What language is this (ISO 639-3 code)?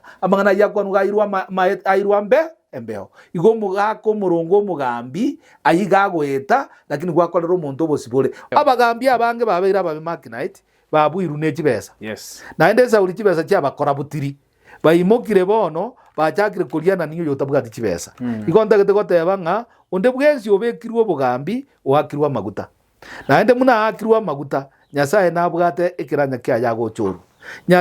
guz